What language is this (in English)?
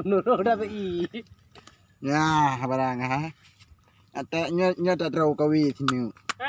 Achinese